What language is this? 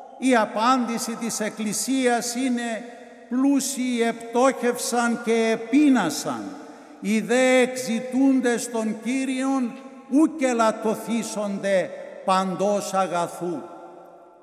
Greek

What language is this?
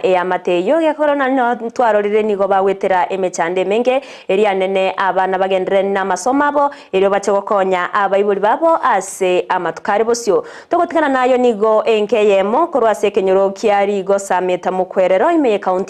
Gusii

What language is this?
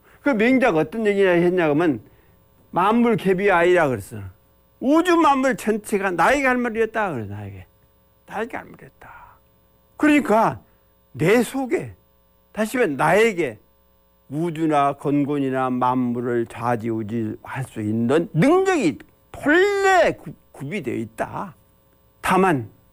Korean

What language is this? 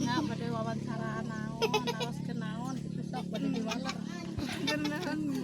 Sundanese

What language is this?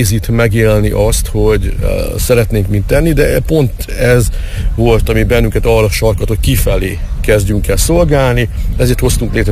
Hungarian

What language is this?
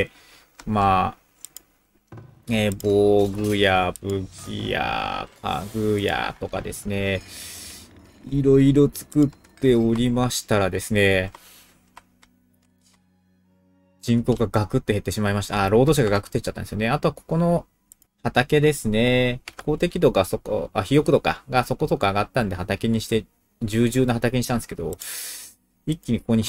Japanese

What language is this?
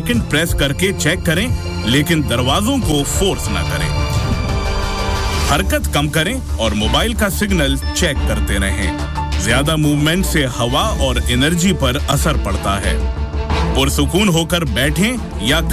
Urdu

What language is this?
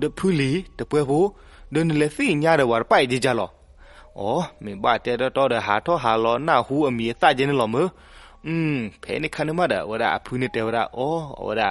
S'gaw Karen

